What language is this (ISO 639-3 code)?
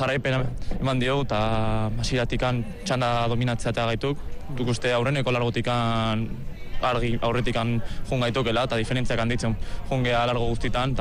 eus